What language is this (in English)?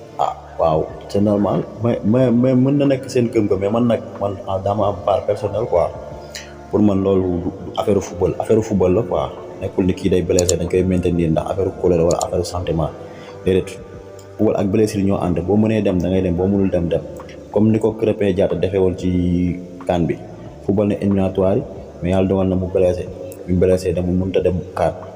Wolof